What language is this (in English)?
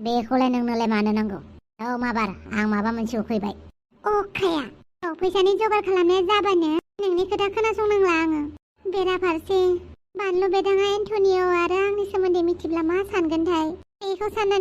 Bodo